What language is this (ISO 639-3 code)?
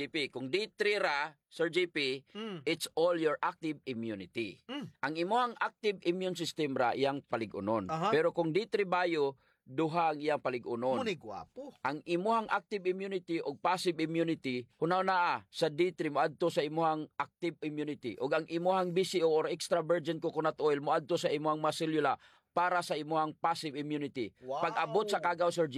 ceb